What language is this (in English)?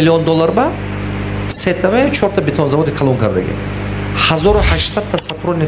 Tajik